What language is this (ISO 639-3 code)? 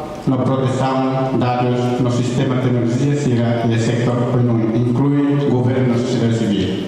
tet